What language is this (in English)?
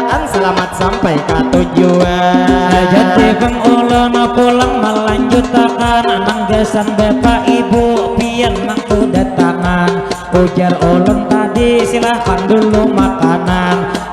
Banjar